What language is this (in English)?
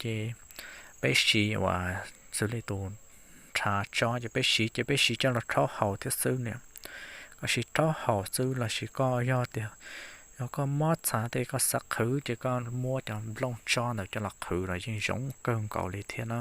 Hmong